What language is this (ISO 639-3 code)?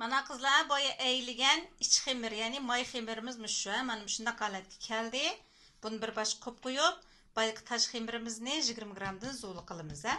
uig